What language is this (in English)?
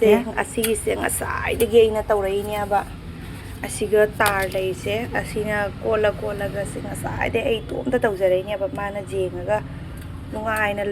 Manipuri